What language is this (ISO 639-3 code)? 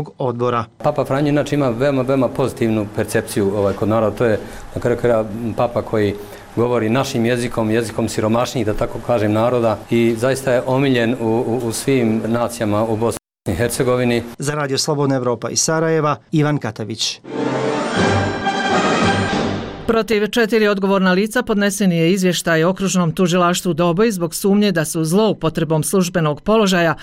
bos